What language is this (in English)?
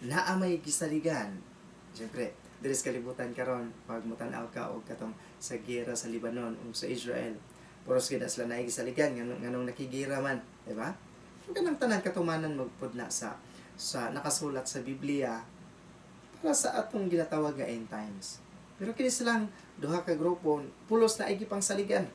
Cebuano